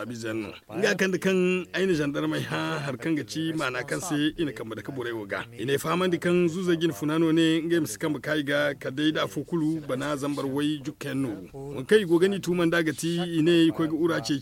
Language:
Zarma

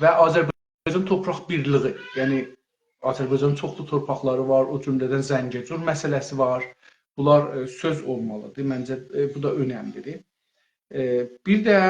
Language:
South Azerbaijani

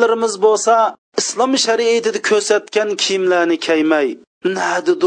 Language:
Uyghur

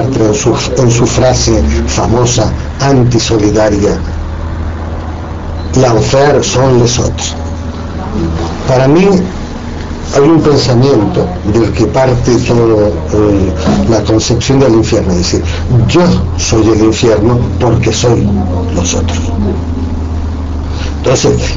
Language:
Spanish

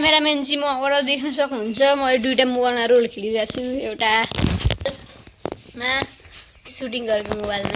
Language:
Nepali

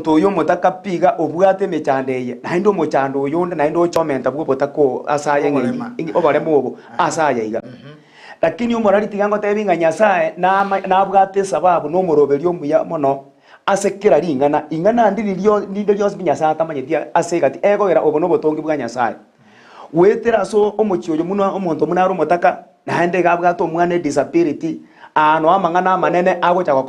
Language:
Gusii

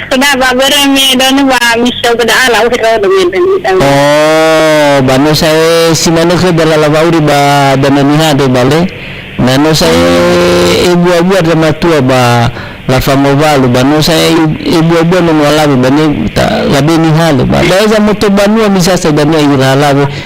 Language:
Nias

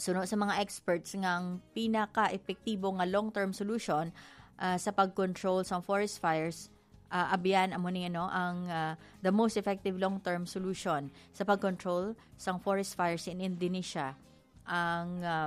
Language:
Hiligaynon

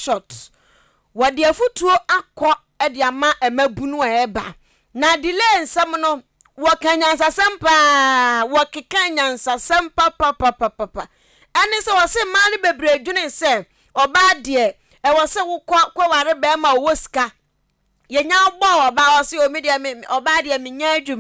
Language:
Akan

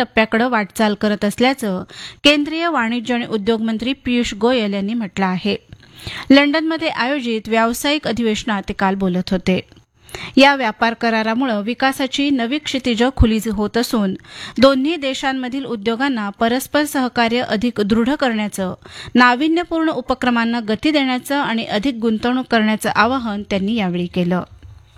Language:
Marathi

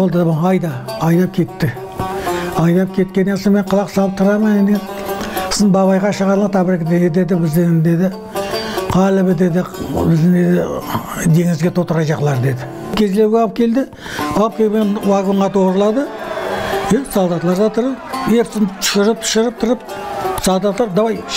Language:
Crimean Tatar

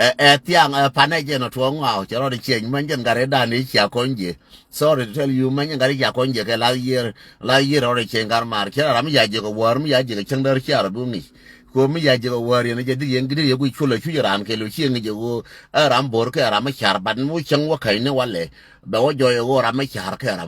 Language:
Nuer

